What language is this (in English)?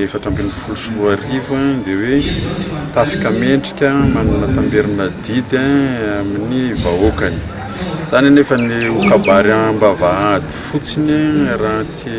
Malagasy